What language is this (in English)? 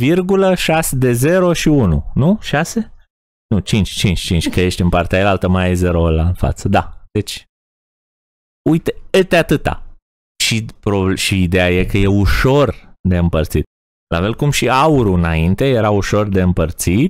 Romanian